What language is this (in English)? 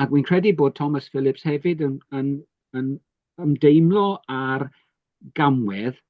Welsh